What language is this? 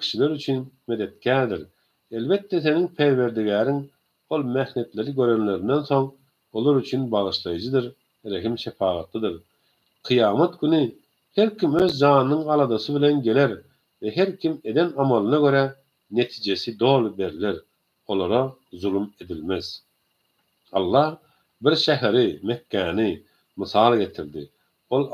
Turkmen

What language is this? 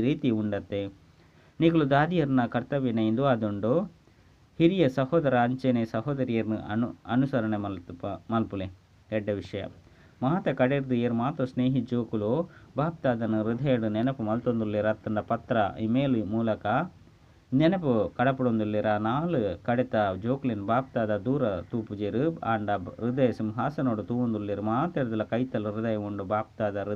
Tulu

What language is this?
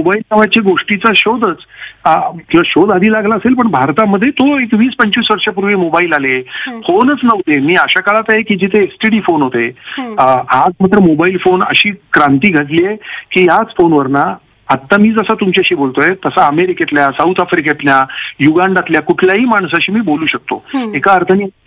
Marathi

